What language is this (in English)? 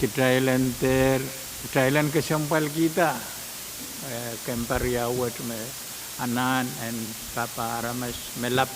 Pohnpeian